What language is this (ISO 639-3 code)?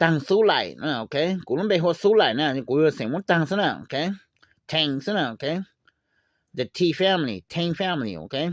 hmn